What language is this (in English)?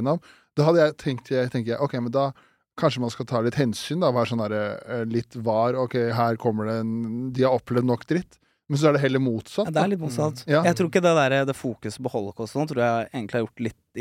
Norwegian